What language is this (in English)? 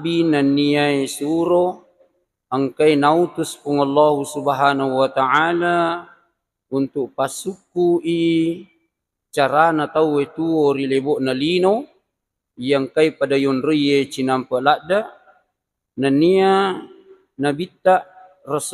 Buginese